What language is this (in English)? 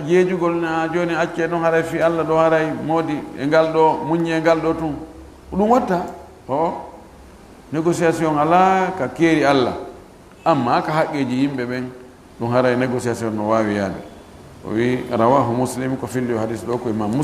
Fula